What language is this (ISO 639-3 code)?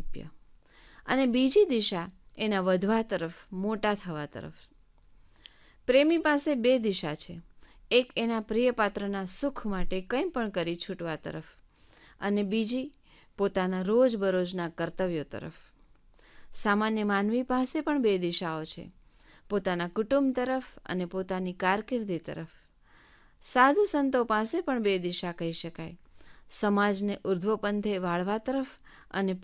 guj